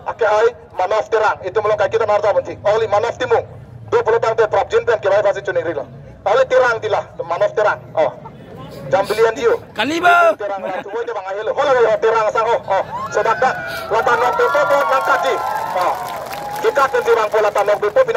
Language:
Karbi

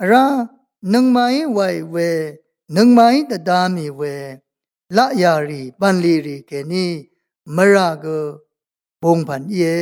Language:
Rawang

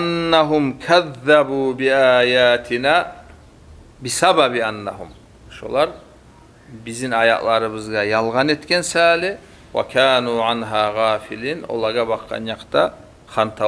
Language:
Kumyk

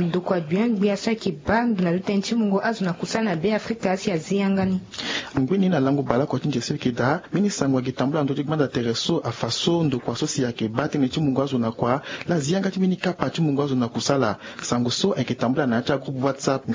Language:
Sango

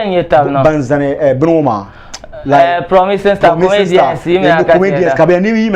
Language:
Dagbani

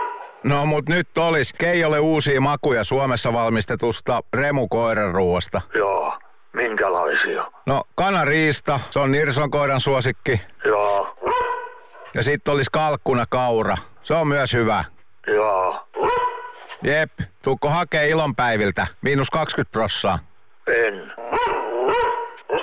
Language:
Finnish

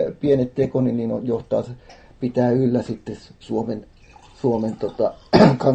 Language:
Finnish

